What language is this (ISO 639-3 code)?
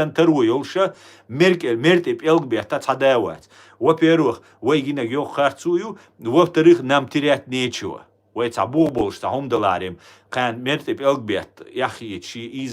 che